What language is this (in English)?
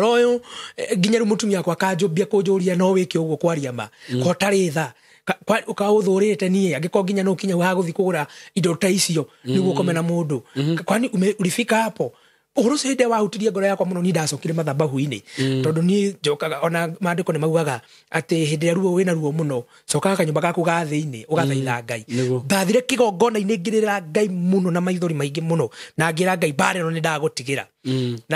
Kikuyu